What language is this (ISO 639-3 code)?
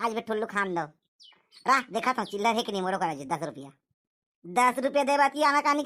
hne